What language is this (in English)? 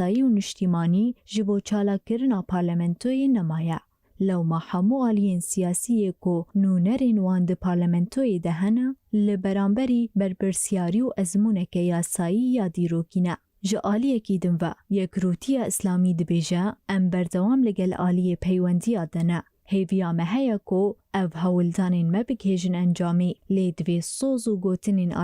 Kurdish